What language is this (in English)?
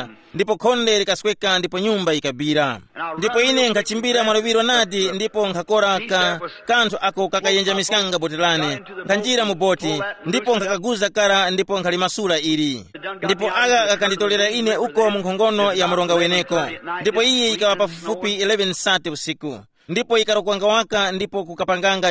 Tumbuka